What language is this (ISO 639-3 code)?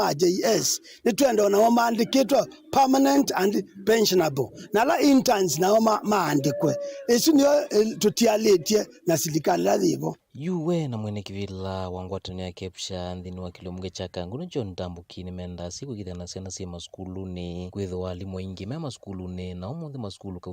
kam